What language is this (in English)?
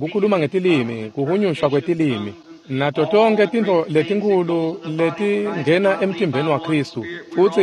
Swati